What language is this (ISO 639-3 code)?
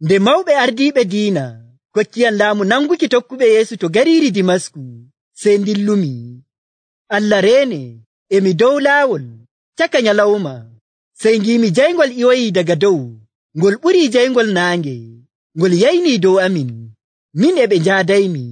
fuv